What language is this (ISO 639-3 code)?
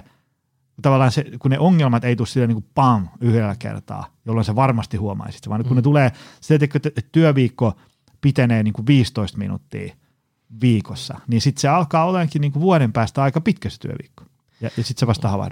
fin